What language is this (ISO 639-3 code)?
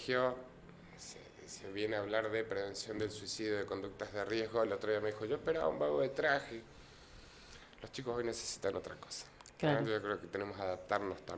spa